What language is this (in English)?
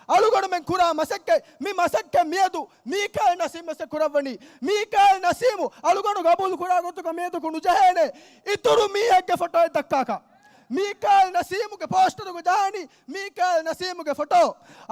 Divehi